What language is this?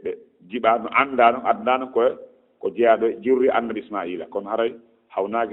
Fula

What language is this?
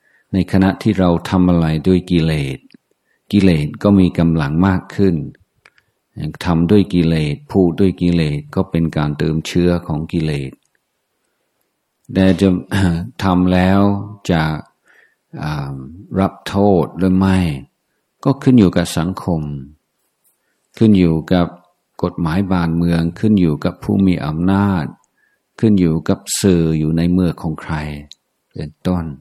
Thai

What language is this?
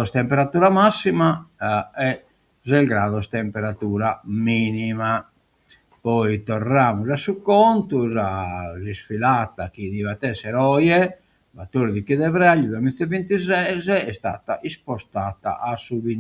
Sardinian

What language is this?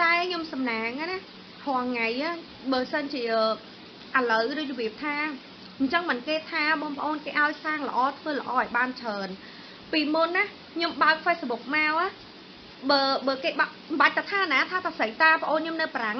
Khmer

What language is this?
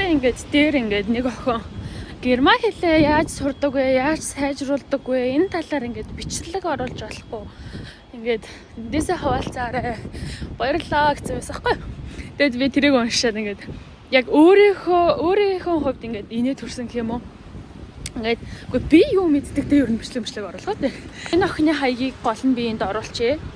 Mongolian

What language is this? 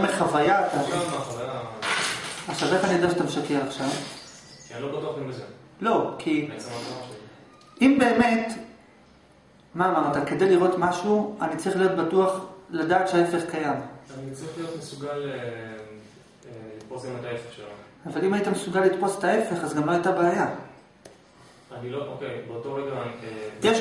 Hebrew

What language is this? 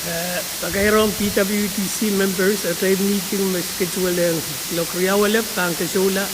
Pohnpeian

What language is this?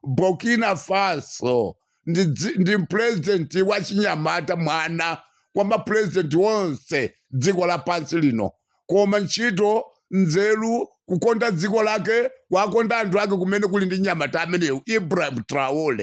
Nyanja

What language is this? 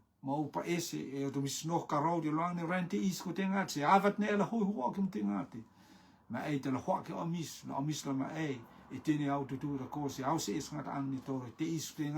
Rotuman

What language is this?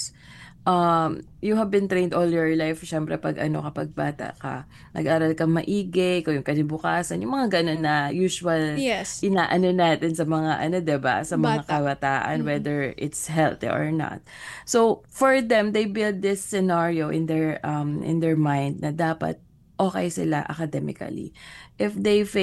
Filipino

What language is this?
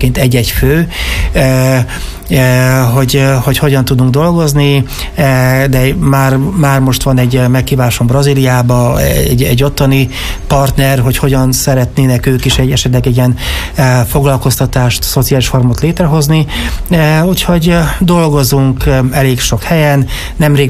Hungarian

